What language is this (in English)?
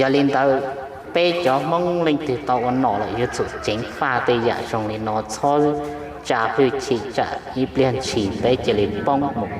Hmong